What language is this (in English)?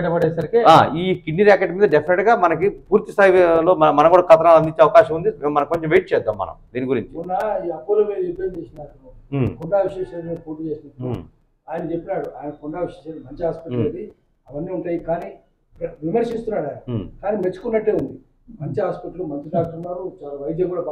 Telugu